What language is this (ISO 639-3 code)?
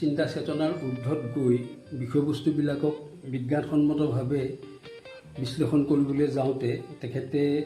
asm